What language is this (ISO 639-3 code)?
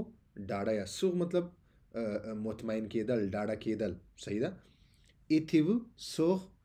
pus